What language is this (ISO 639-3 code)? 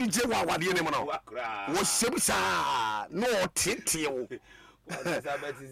aka